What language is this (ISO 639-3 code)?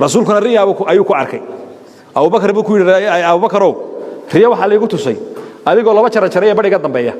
som